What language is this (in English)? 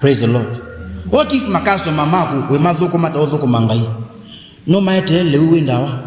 Kamba